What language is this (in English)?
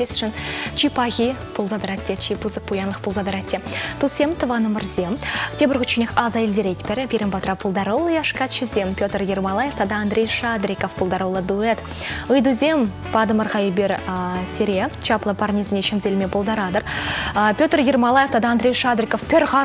Chuvash